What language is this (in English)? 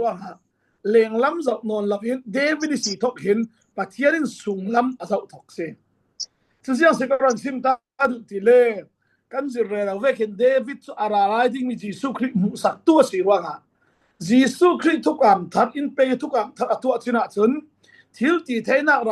Falam Chin